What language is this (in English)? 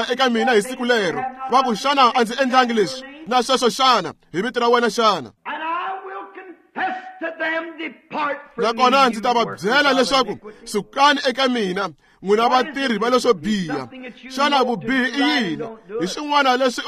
Tsonga